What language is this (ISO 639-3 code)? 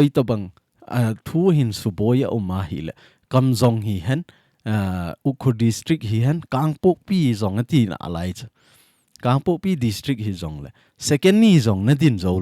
tcz